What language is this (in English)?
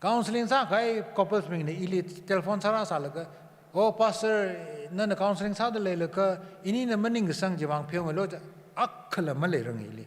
Tangkhul Naga (India)